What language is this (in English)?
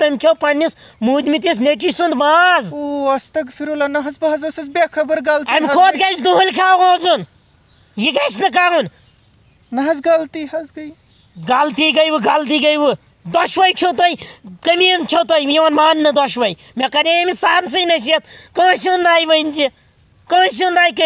Kashmiri